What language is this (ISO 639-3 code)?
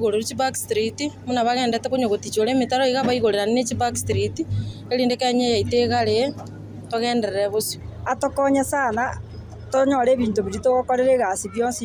guz